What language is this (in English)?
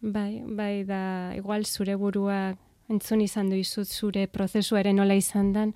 Basque